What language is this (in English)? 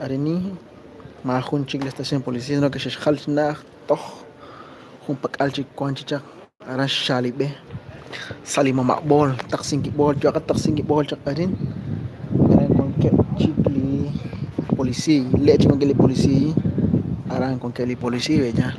Kekchí